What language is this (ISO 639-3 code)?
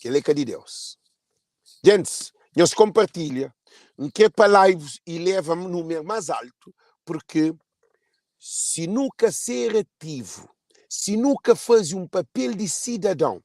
kea